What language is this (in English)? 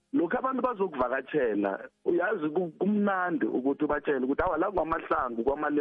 South Ndebele